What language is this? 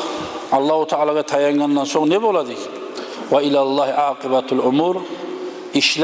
Kumyk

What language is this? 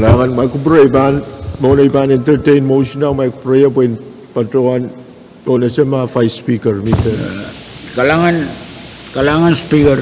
Pohnpeian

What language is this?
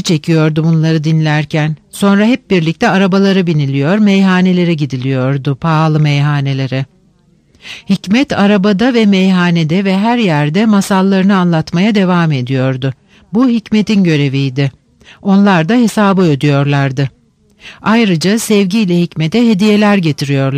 Turkish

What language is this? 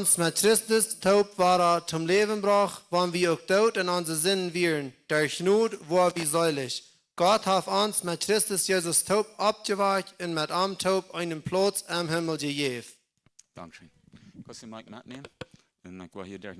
Plautdietsch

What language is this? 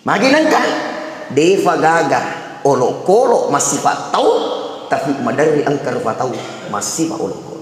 Buginese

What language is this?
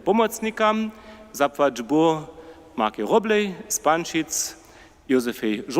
Upper Sorbian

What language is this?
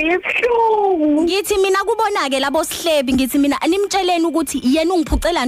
Zulu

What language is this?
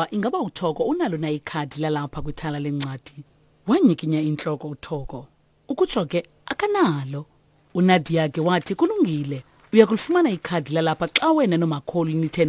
Xhosa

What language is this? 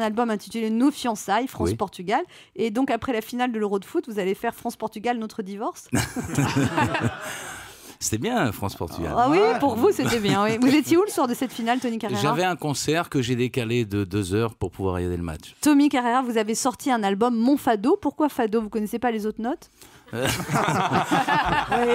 French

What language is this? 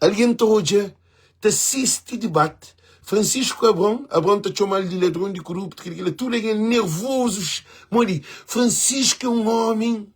Kabuverdianu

